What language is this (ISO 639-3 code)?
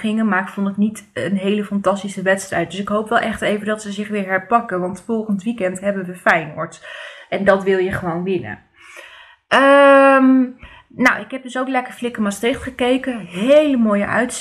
nld